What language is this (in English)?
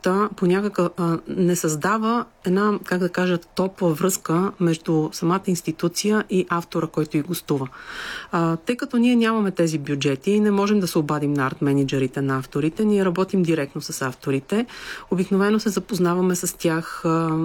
Bulgarian